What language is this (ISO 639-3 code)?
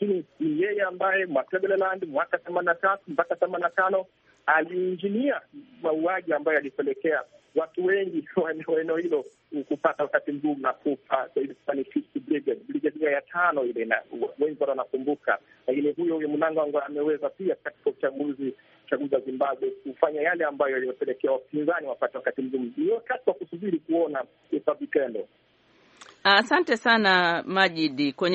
swa